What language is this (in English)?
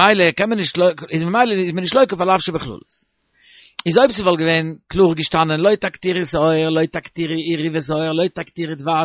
Yiddish